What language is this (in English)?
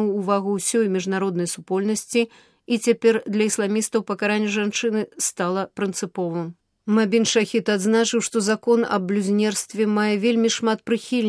Belarusian